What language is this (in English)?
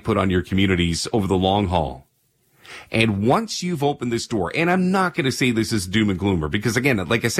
English